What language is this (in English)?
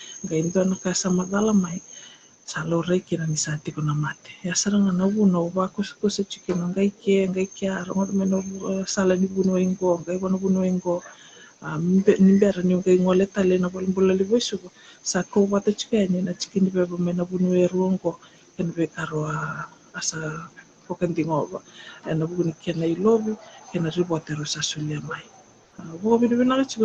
Fijian